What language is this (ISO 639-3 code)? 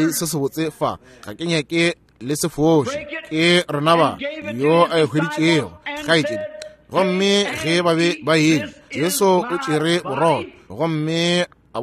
nso